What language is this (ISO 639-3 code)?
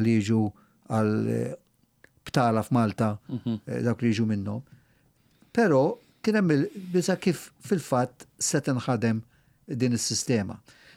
mlt